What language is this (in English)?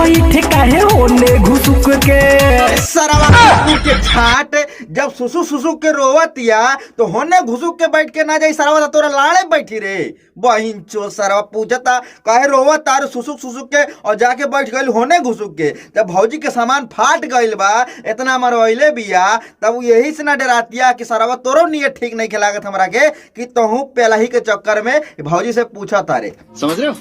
Bhojpuri